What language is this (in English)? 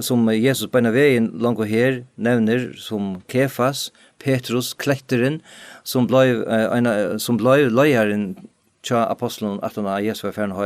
Faroese